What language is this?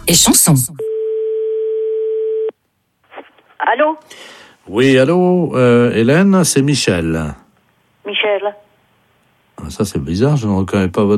French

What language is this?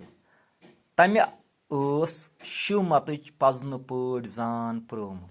Kashmiri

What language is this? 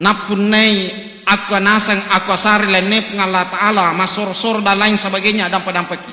Buginese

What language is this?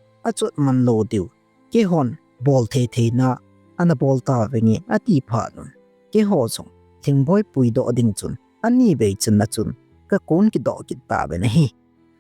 Thado Chin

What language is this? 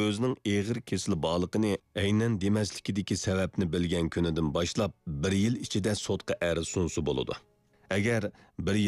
Uyghur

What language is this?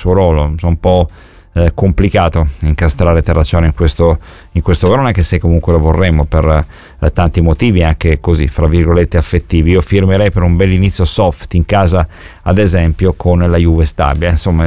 Italian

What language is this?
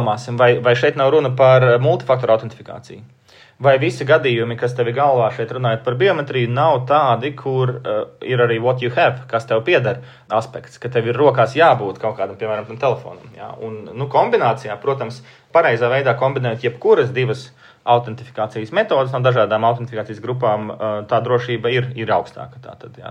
Latvian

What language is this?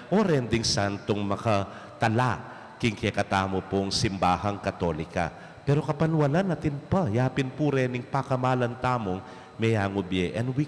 Pampanga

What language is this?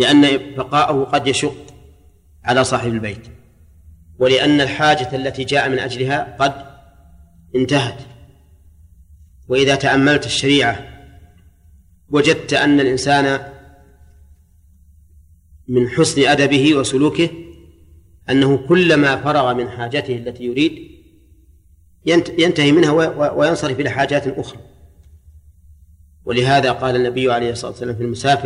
Arabic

